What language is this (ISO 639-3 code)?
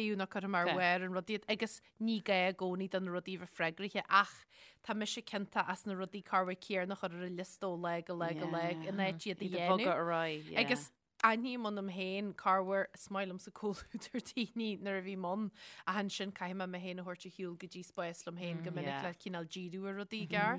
gle